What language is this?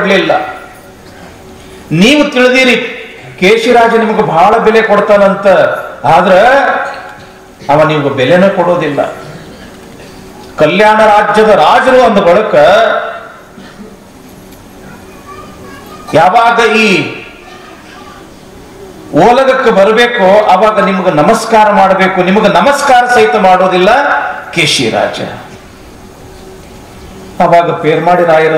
Kannada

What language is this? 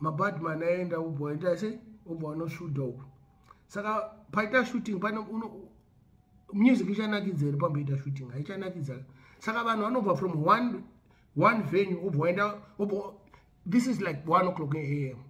Shona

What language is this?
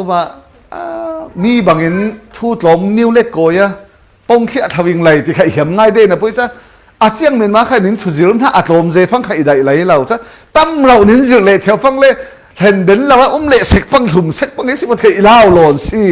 Falam Chin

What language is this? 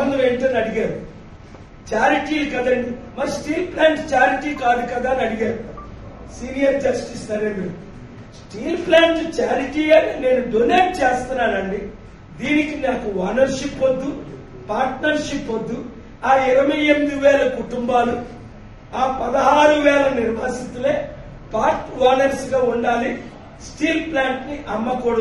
Telugu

